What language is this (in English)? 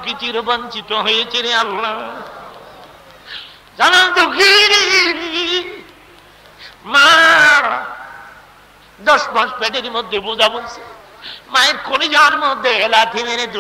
Bangla